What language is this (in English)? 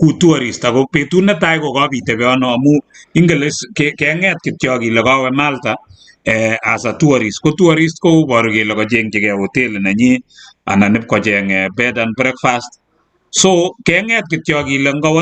Kalenjin